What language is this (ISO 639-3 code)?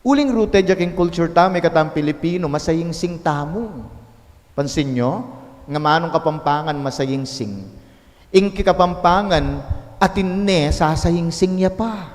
pam